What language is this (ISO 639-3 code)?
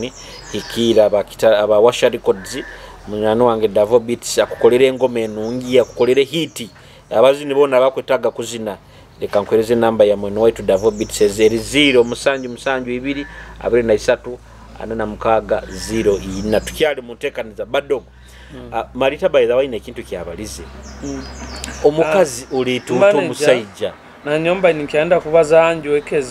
nyo